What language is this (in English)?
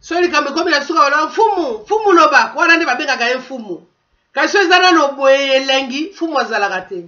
Lingala